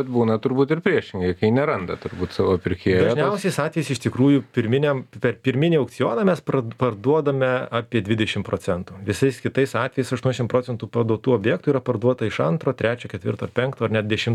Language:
Lithuanian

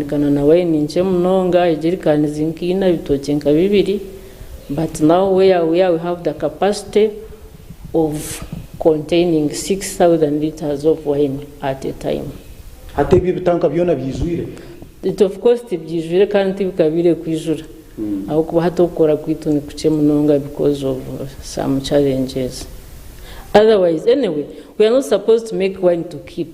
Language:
Nyankole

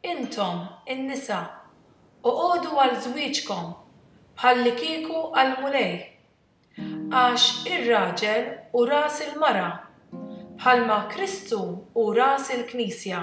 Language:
Maltese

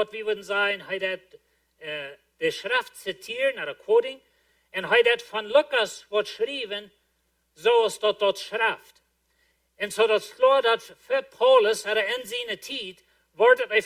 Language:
Plautdietsch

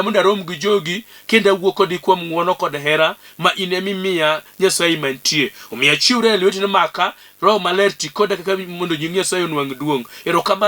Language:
Luo (Kenya and Tanzania)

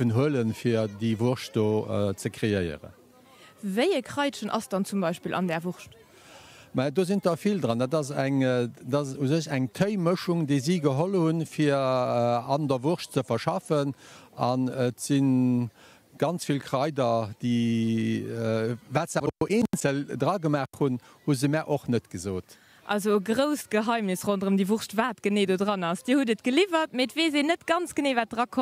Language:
Luxembourgish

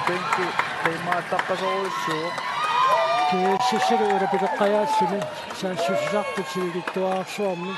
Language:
Kalaallisut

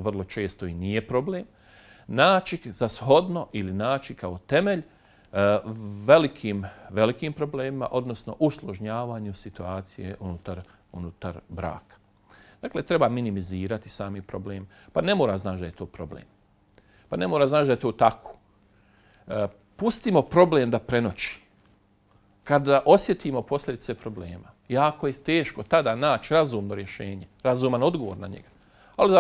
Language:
Bosnian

